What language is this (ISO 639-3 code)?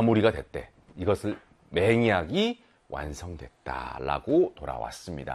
kor